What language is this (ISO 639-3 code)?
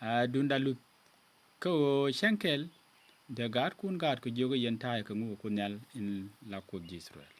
nus